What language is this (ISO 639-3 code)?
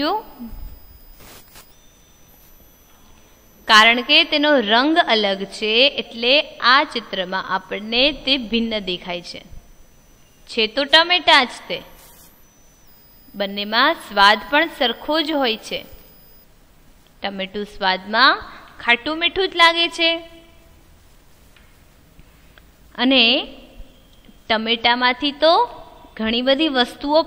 guj